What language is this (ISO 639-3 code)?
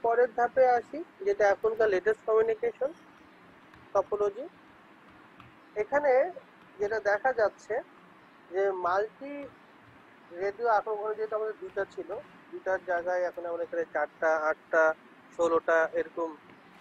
ben